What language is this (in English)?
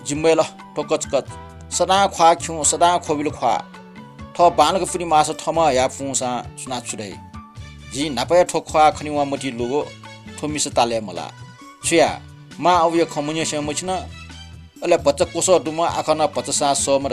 Newari